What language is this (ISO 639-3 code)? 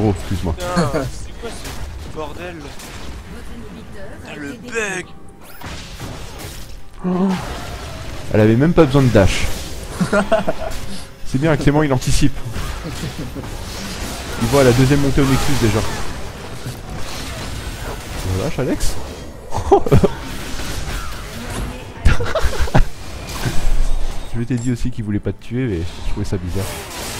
fra